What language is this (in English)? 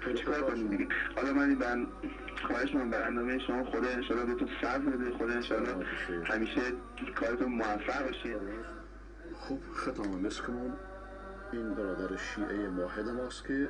Persian